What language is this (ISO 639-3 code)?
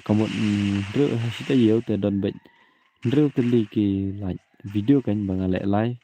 kha